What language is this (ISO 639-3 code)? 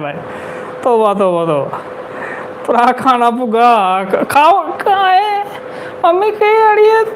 doi